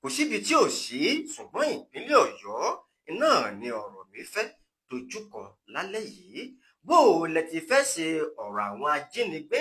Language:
Yoruba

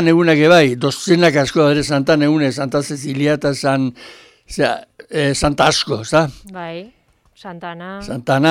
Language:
Basque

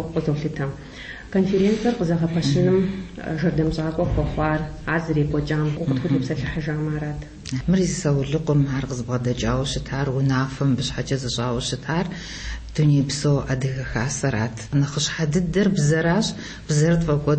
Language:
Kabardian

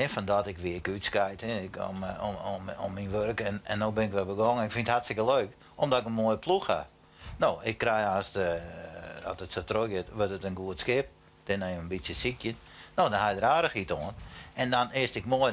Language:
Western Frisian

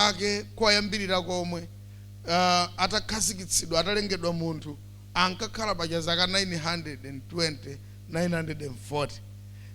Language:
Nyanja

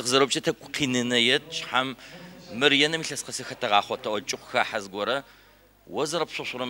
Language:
Adyghe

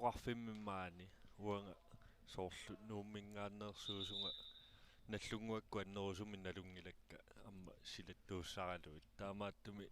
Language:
Kalaallisut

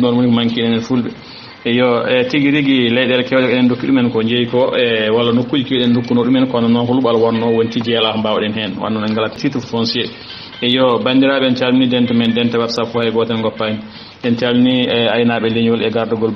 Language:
Fula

